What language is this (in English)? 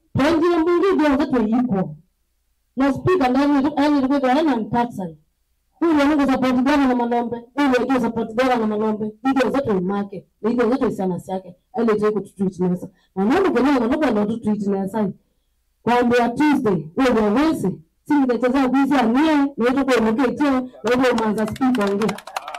Kamba